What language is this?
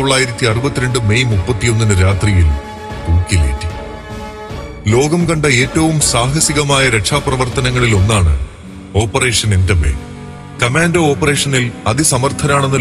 Malayalam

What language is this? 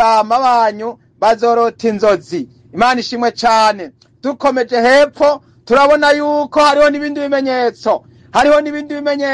Rundi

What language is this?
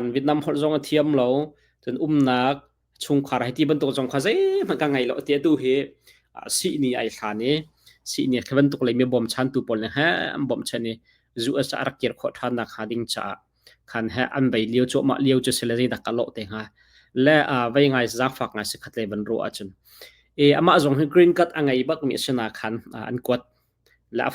Hakha Chin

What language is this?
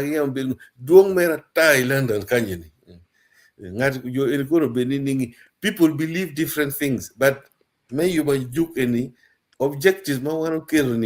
Acoli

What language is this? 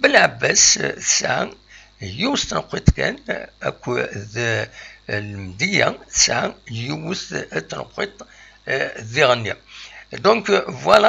Kabyle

